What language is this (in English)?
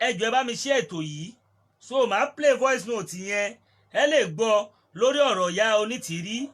Yoruba